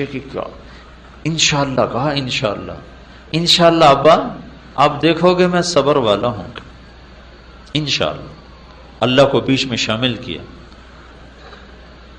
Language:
Urdu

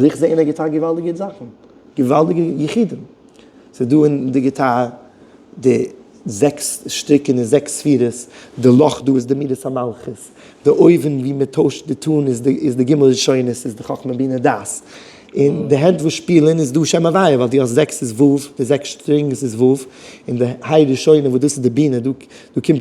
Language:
Yiddish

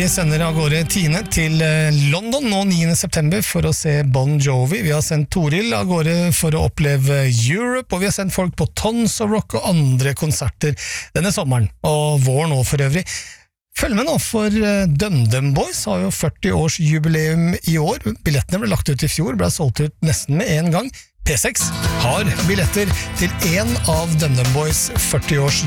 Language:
Norwegian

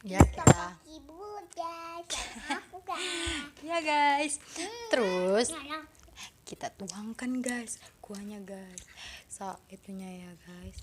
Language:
Musi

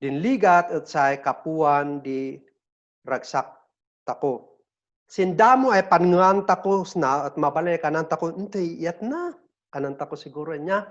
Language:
Kankanaey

